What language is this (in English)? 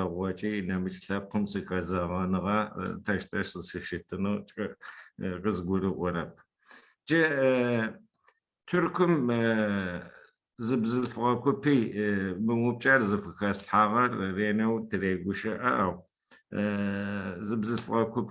Adyghe